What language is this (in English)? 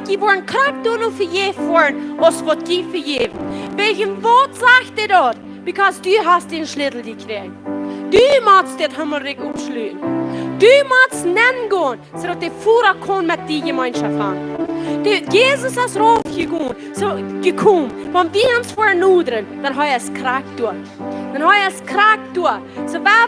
Plautdietsch